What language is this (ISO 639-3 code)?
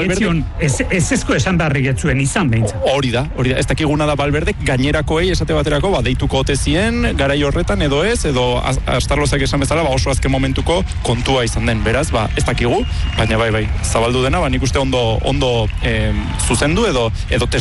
eus